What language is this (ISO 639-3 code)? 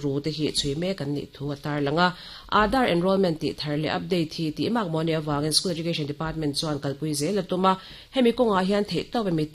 lus